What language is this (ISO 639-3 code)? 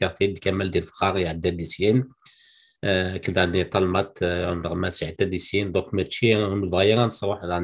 kab